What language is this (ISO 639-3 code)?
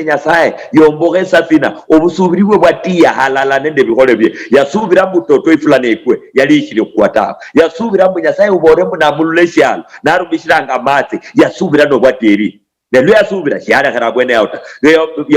luy